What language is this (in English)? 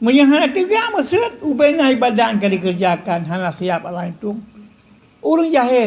Achinese